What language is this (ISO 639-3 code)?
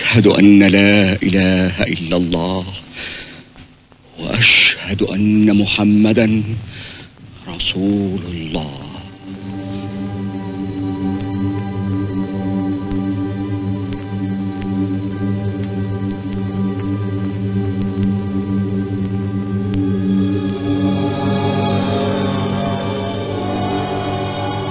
ara